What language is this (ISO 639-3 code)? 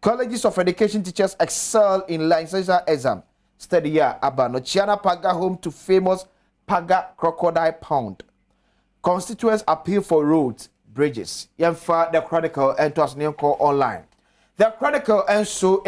aka